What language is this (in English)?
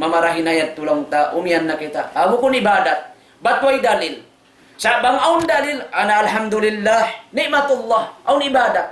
Tausug